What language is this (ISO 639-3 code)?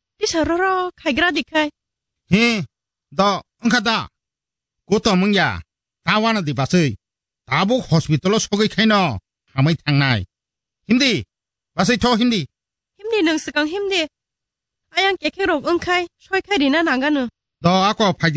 trp